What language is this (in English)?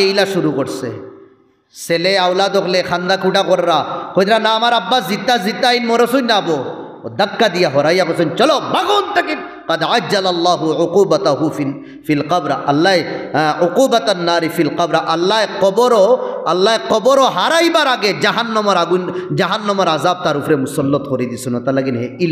Sylheti